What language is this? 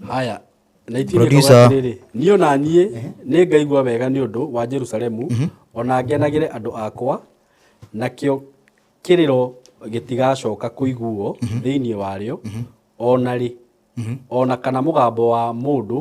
Kikuyu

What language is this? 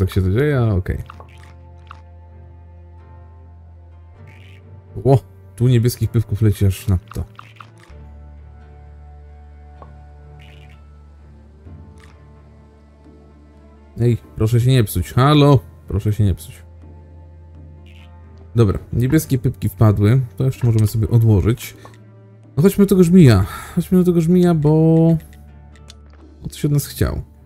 Polish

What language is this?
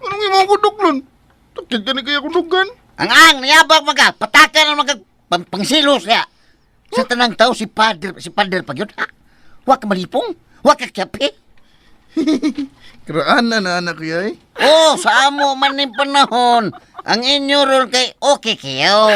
Cebuano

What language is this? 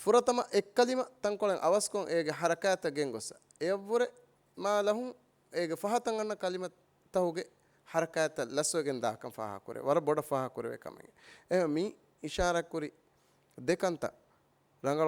Divehi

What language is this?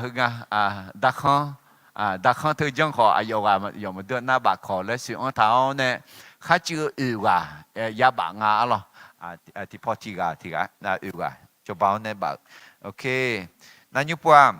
Akha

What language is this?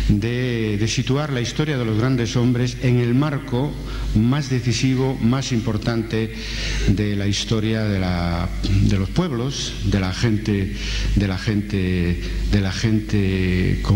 Spanish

